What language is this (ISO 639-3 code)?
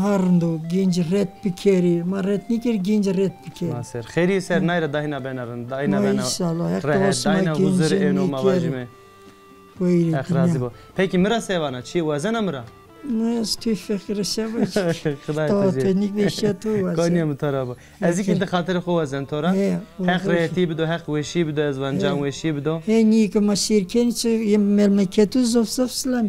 zza